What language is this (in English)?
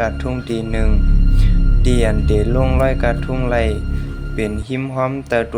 Shan